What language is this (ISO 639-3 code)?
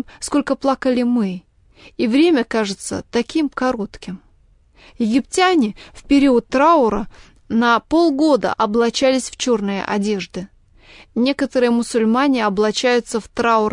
rus